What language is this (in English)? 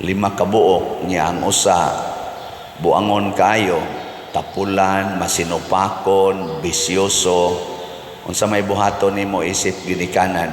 Cebuano